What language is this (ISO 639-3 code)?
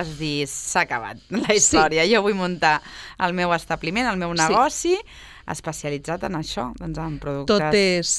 cat